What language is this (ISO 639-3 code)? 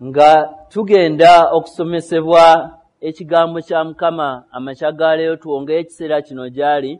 lug